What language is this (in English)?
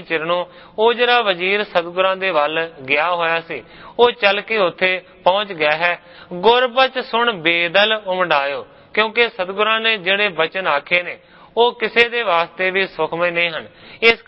Punjabi